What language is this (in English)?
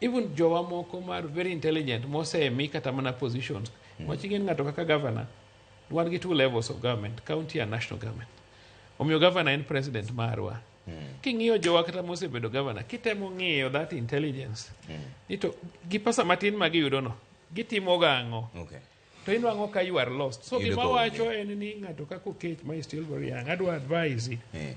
Luo (Kenya and Tanzania)